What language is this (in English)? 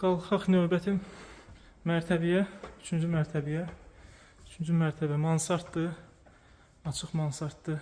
Azerbaijani